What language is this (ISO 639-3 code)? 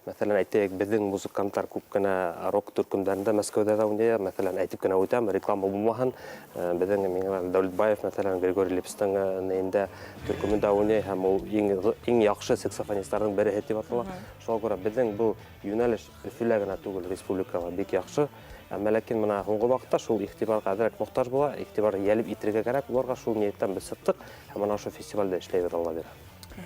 bak